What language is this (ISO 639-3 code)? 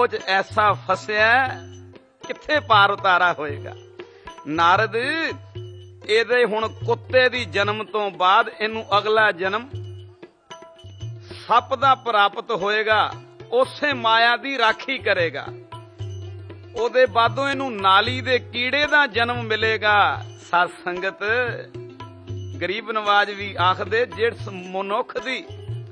pan